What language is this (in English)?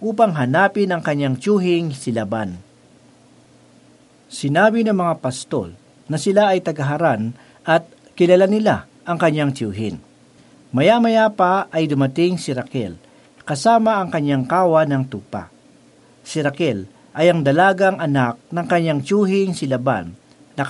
Filipino